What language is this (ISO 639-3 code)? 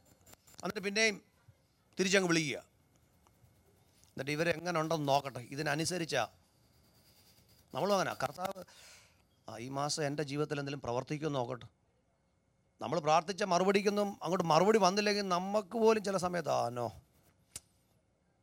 mal